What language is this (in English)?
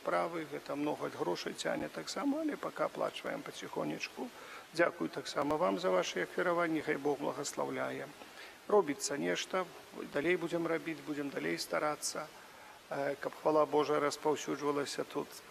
Belarusian